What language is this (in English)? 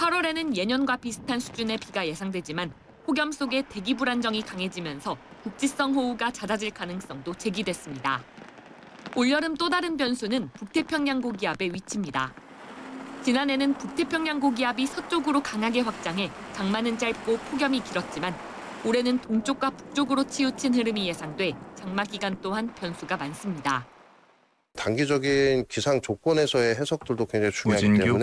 Korean